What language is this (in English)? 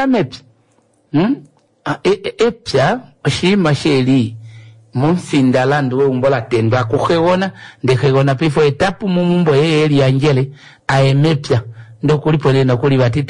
Kuanyama